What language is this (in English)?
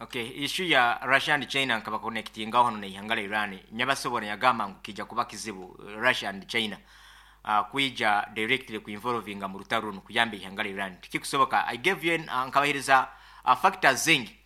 Nyankole